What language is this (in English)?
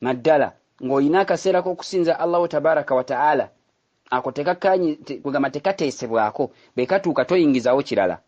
Ganda